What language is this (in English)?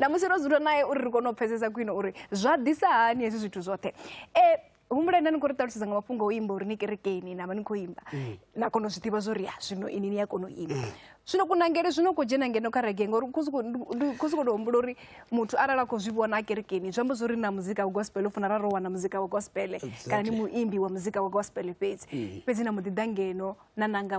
Venda